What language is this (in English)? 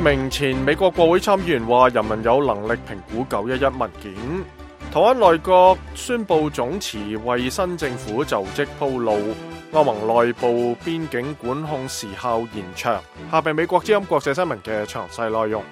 Cantonese